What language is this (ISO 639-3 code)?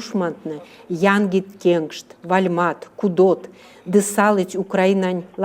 myv